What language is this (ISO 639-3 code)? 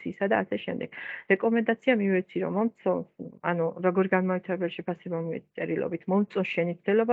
kat